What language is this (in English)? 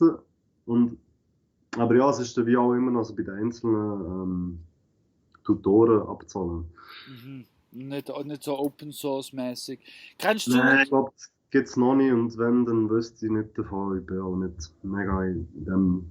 Swiss German